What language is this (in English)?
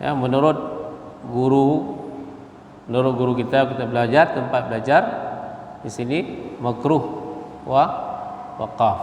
Achinese